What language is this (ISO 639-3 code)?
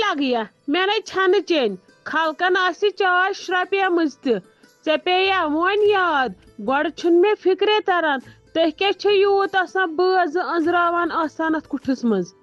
kas